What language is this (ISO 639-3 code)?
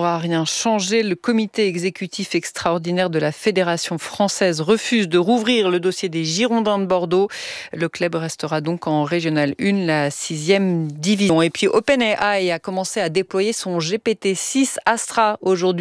fra